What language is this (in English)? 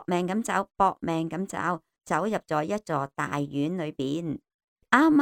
Cantonese